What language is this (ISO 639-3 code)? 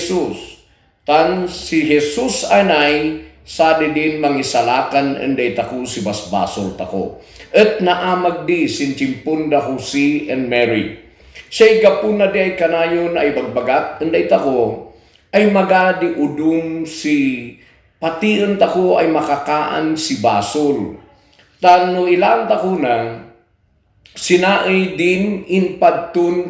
kne